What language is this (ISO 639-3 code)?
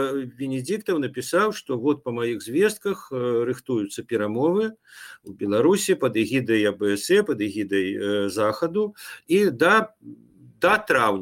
bel